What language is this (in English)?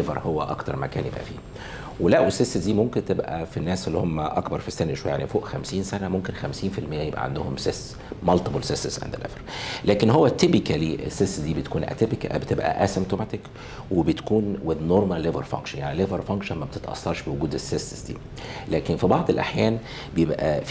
Egyptian Arabic